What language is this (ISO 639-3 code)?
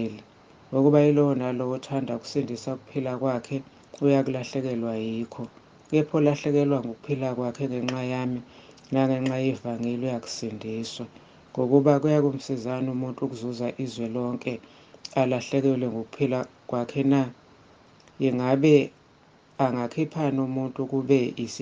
zul